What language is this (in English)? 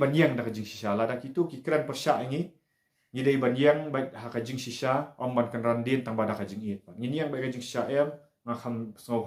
Khasi